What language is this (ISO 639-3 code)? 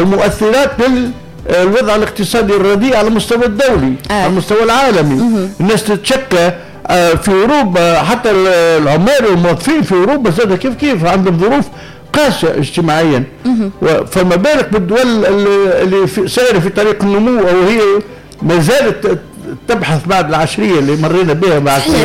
aeb